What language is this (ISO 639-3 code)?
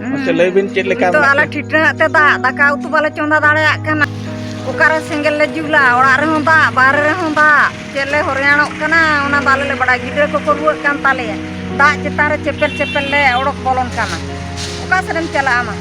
sat